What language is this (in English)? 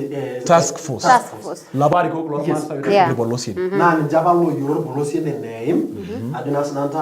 Masai